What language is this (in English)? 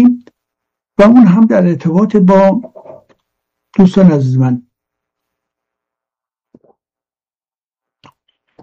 Persian